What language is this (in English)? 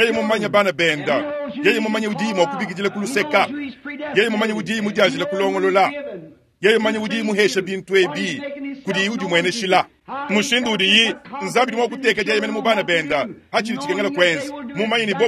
Luba-Lulua